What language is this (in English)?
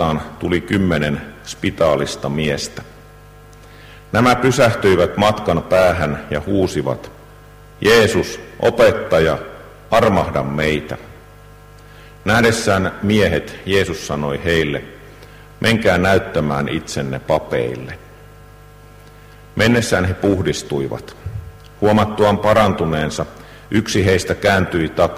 Finnish